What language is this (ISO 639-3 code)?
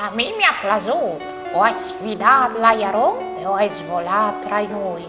fur